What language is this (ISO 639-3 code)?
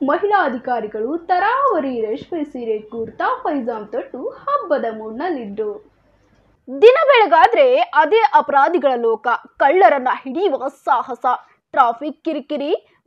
kan